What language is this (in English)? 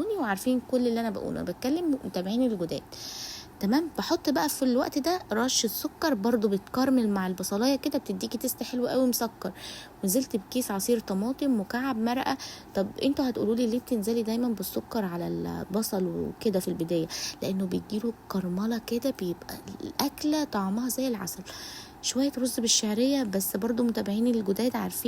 Egyptian Arabic